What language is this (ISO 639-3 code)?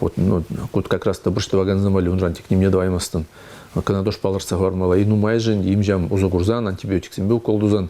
chv